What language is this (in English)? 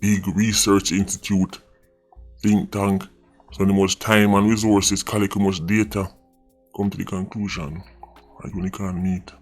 Jamaican Creole English